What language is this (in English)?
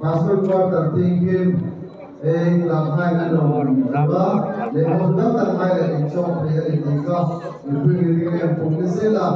Hmar